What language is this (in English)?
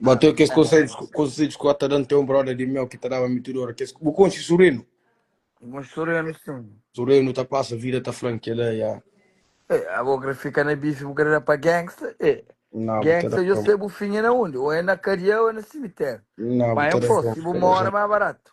Kabuverdianu